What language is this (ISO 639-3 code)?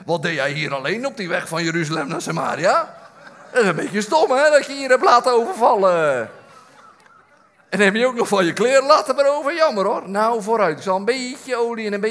nld